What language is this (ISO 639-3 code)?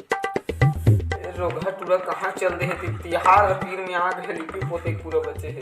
hne